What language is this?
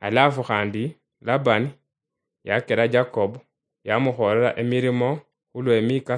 Luyia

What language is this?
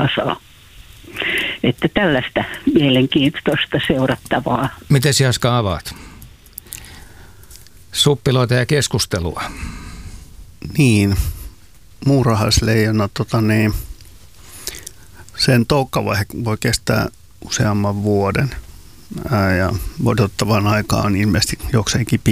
Finnish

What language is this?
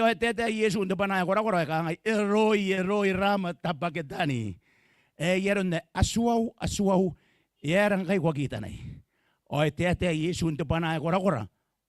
Gilbertese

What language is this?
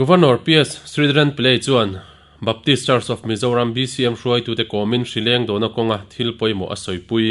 Mizo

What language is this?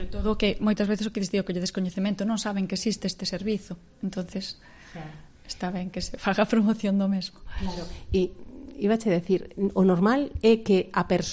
Galician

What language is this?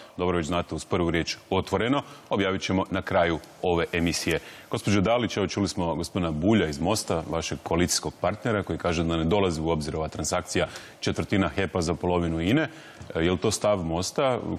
Croatian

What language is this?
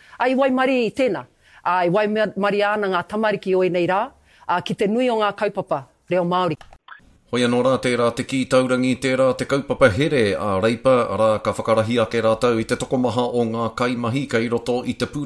Māori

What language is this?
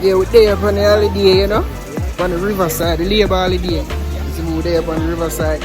Jamaican Creole English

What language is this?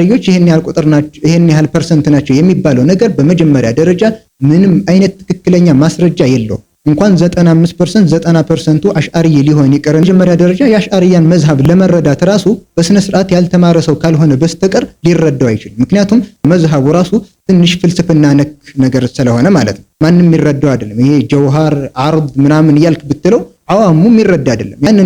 Amharic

